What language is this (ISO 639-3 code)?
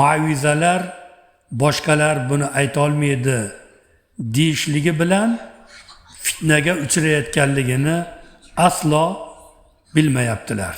uzb